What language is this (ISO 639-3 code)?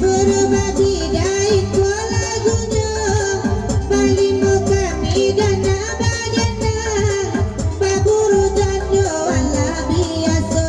min